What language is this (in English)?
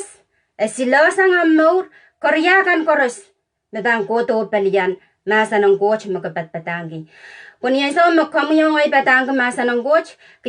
Pohnpeian